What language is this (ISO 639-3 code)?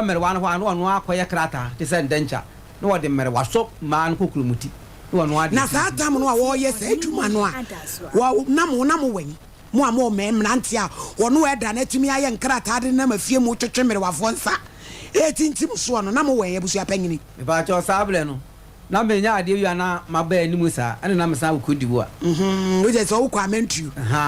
aka